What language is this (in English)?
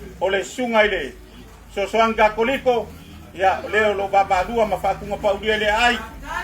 Samoan